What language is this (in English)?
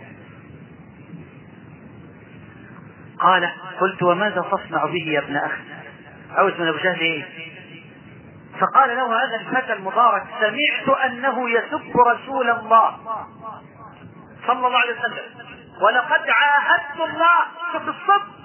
Arabic